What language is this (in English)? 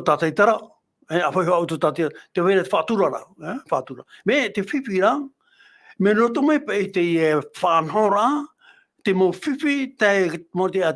Tahitian